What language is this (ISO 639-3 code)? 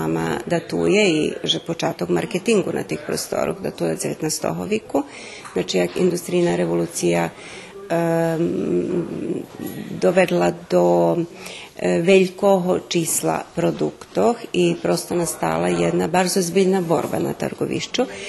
rue